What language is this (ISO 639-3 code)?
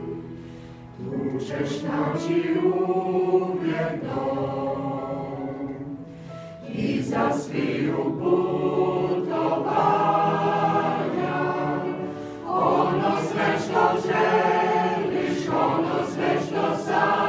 hrv